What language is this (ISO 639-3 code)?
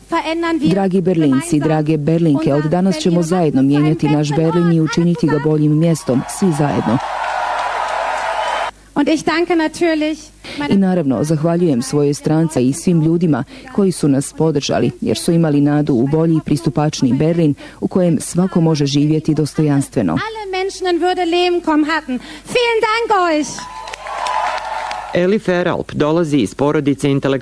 bos